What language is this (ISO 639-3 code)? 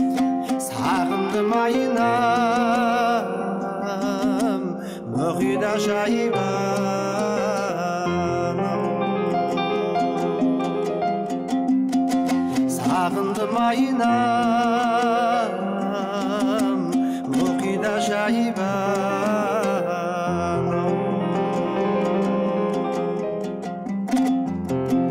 kaz